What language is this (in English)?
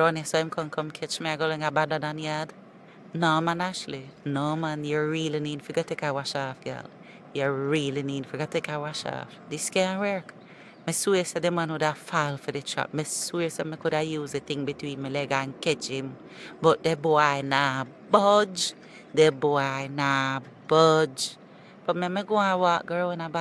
Jamaican Creole English